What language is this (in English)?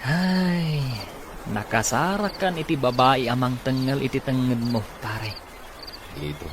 Iloko